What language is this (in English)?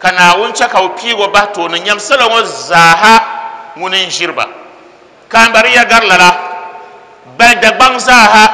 Dagbani